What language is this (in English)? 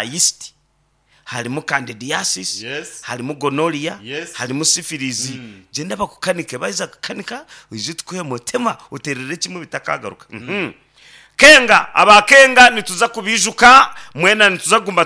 Nyankole